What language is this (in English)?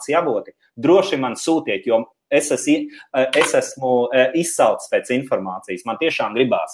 Latvian